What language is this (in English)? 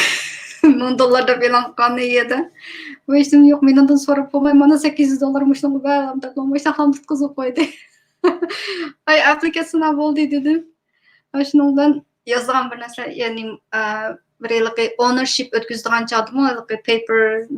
Uyghur